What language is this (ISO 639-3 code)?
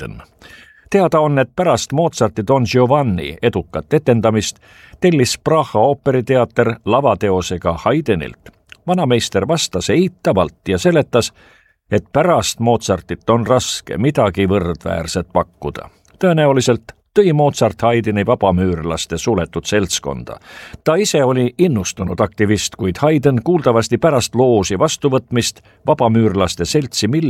est